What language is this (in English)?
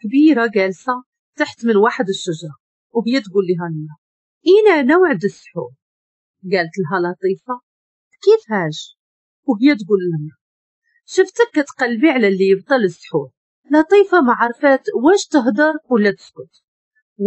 Moroccan Arabic